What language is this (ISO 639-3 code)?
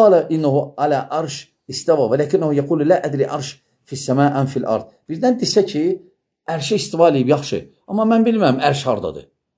aze